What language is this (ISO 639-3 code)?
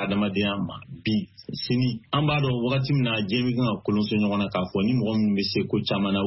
bam